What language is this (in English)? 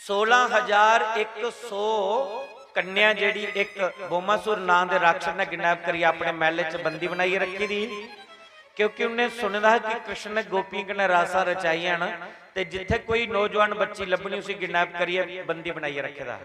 Dogri